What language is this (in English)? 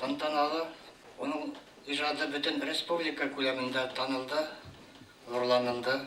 Bashkir